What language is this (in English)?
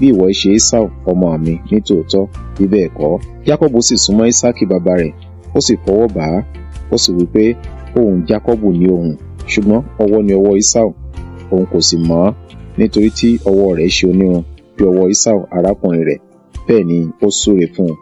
Yoruba